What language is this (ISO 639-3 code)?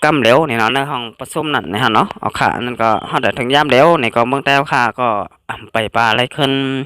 shn